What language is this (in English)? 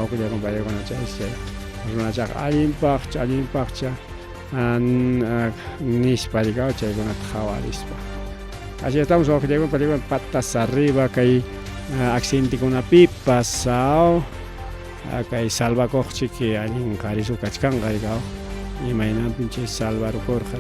Ayacucho Quechua